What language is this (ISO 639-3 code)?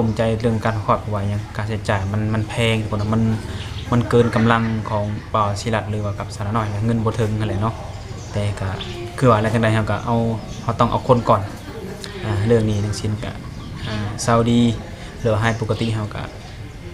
lao